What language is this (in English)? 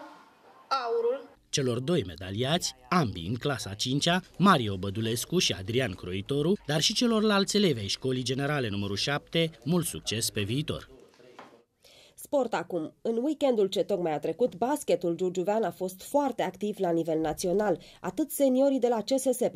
Romanian